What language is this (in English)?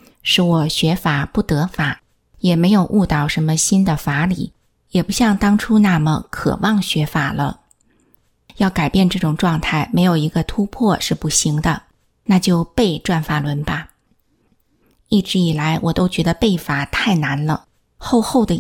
Chinese